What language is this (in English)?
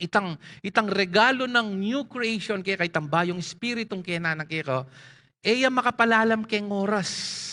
Pampanga